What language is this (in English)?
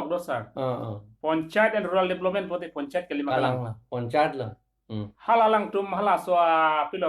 Karbi